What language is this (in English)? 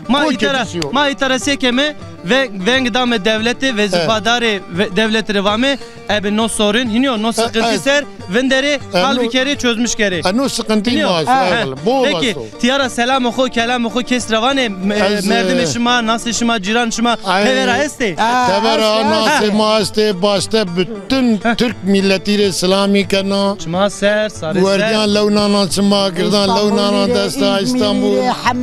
Zaza